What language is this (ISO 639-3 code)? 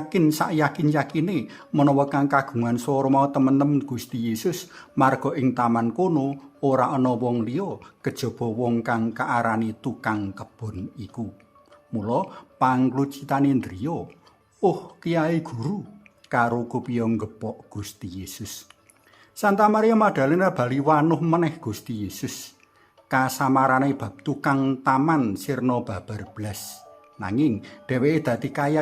jav